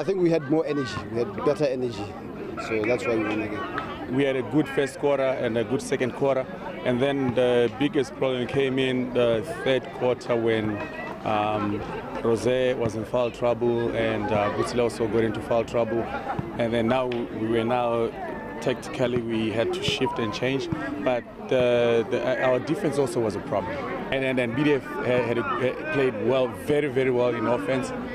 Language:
Tswana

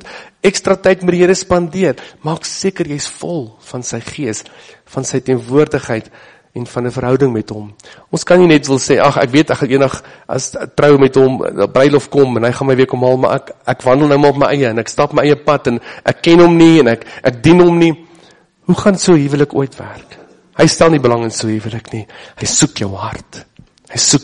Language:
Afrikaans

